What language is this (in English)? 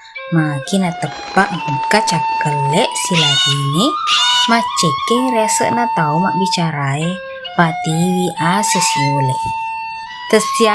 Buginese